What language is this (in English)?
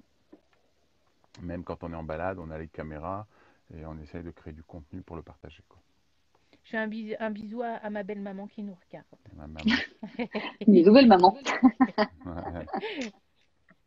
French